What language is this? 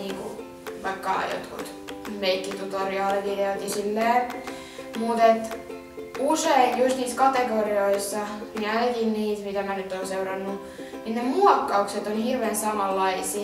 Finnish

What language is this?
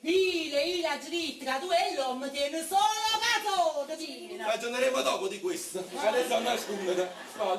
Neapolitan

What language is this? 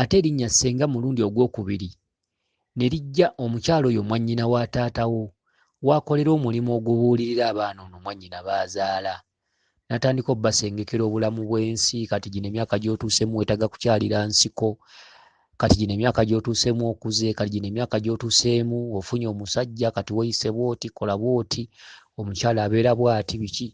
Ganda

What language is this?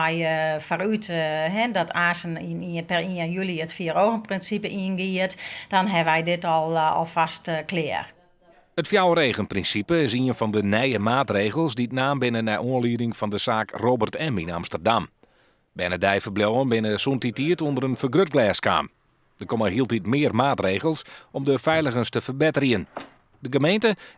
Western Frisian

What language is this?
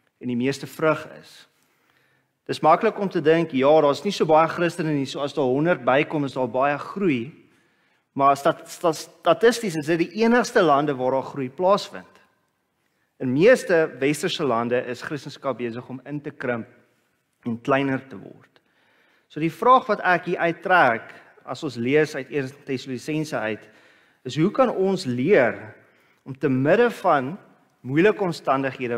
Afrikaans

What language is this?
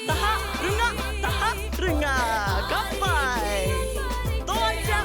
Māori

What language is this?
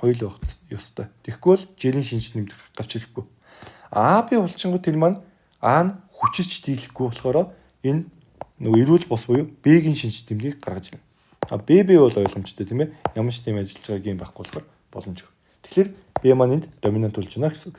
Mongolian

